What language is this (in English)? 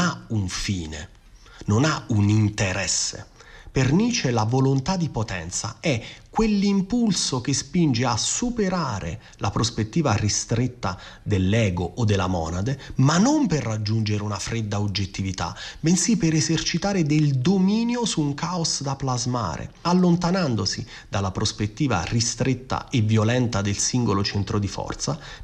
Italian